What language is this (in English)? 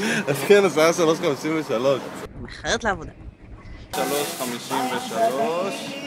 Hebrew